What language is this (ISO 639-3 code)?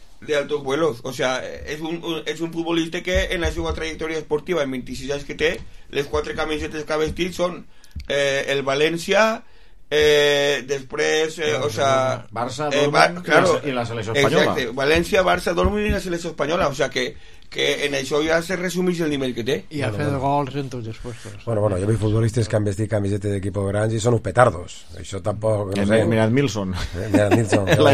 cat